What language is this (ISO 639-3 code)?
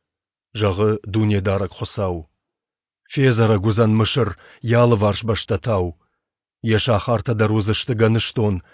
oss